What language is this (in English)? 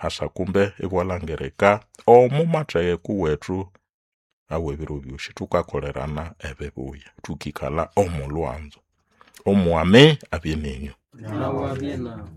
Nande